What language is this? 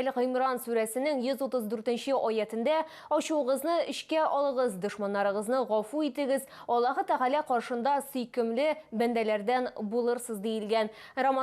Tatar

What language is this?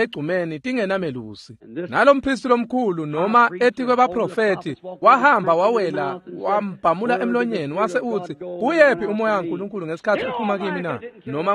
Swati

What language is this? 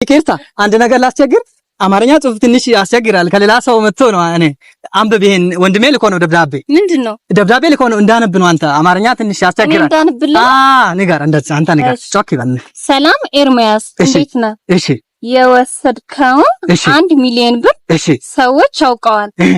Amharic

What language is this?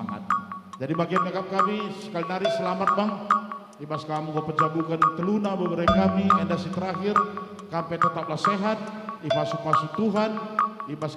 Batak Karo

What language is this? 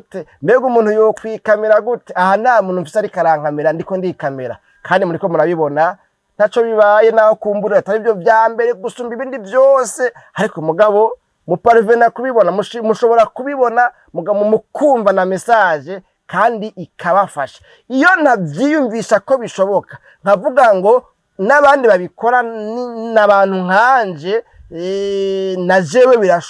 Rundi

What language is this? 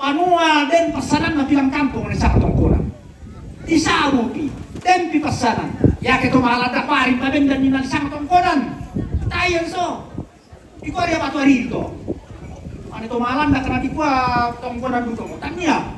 Toraja-Sa'dan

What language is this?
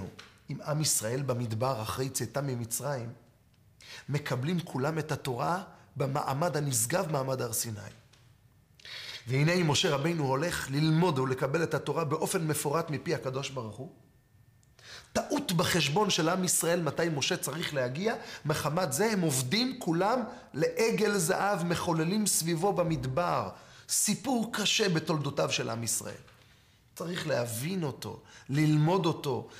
Hebrew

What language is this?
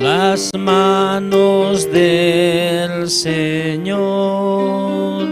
Aymara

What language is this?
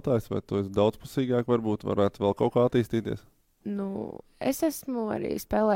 Latvian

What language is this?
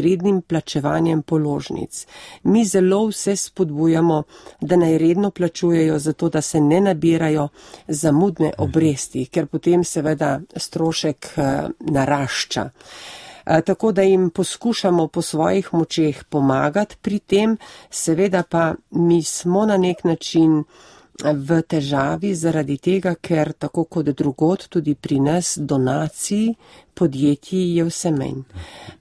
Slovenian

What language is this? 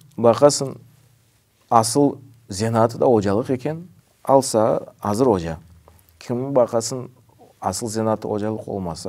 Crimean Tatar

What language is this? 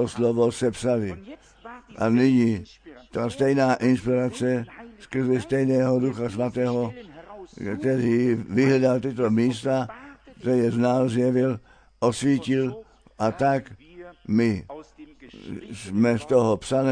Czech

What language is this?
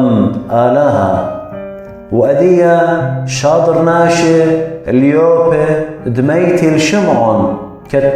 Assyrian Neo-Aramaic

